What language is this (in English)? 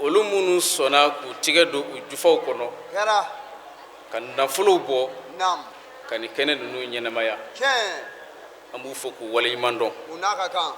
Bambara